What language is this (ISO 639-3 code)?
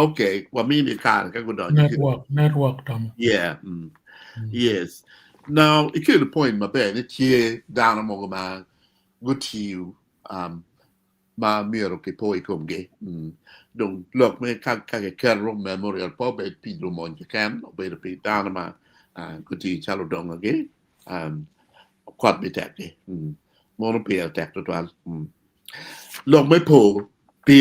ach